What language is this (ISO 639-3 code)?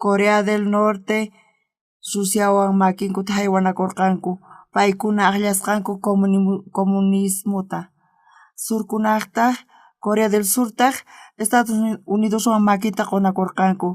quh